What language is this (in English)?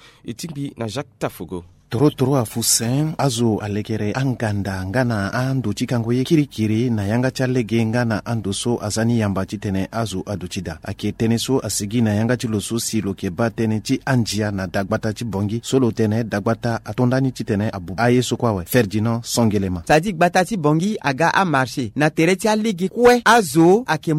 Sango